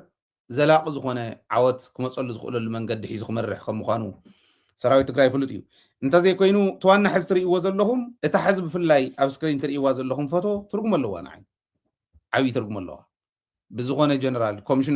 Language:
Tigrinya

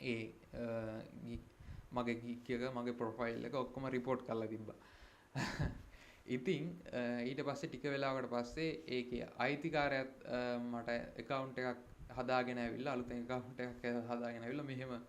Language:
Sinhala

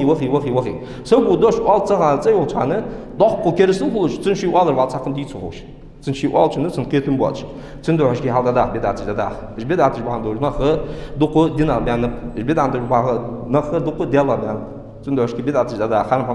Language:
Ingush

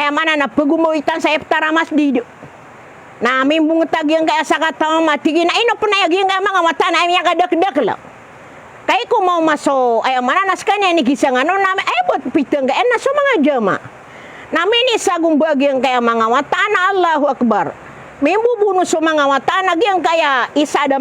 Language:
Maranao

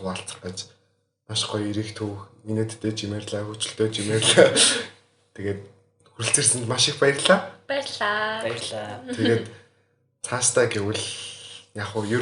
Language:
Mongolian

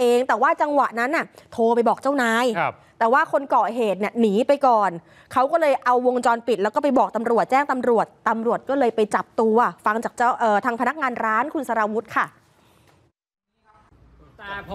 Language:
Thai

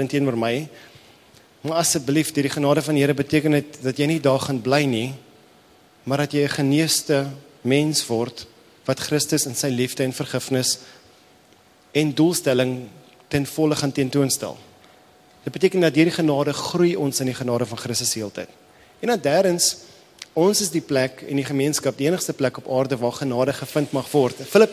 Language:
Afrikaans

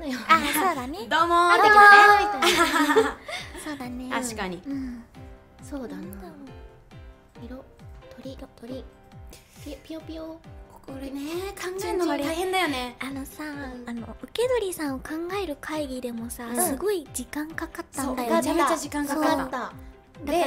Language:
Japanese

